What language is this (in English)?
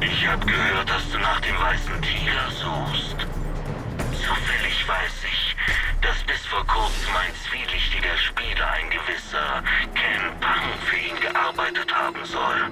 Bavarian